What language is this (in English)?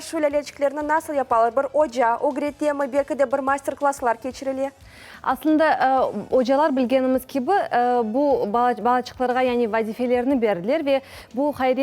Crimean Tatar